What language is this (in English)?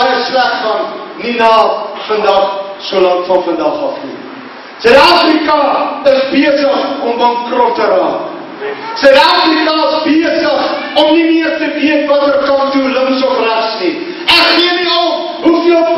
Afrikaans